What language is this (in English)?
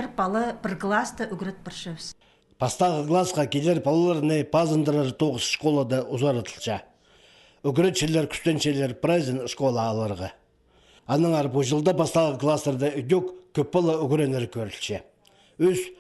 Khakas